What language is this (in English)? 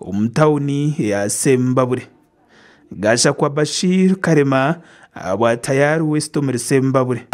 Nyankole